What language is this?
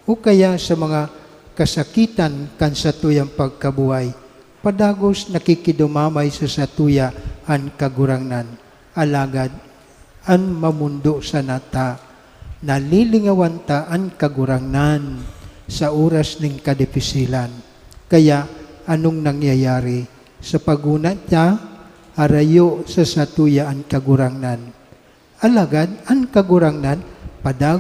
Bikol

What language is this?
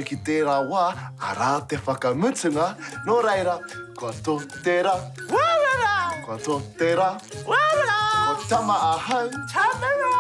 Māori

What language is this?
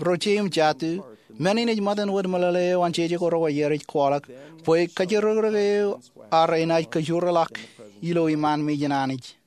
Marshallese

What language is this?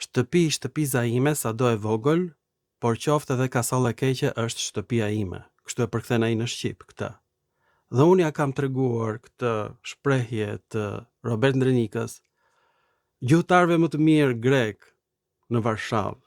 Albanian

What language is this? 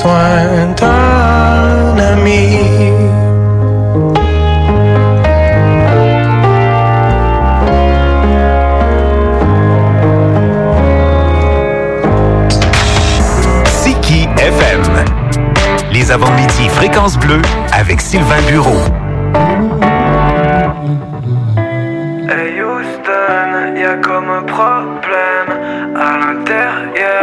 French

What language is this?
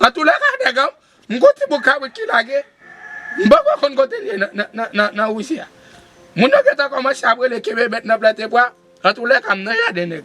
Haitian Creole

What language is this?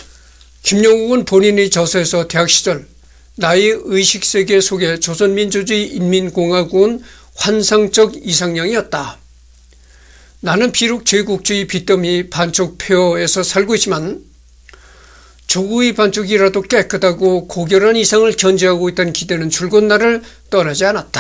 Korean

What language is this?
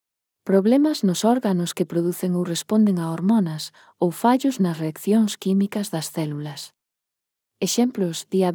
Galician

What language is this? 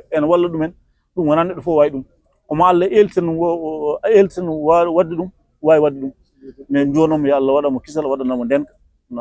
Fula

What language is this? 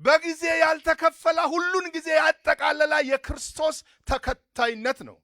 Amharic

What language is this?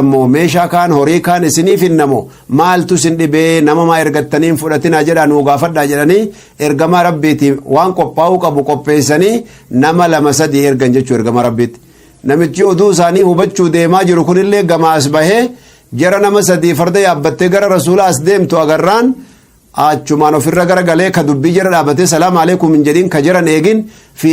Oromo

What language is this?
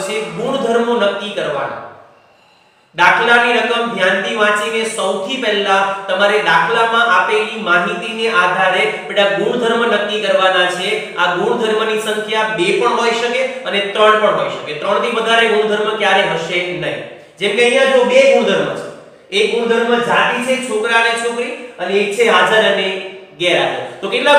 Gujarati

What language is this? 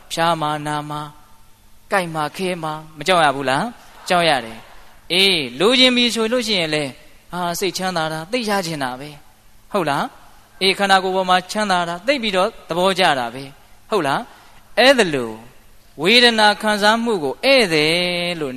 Burmese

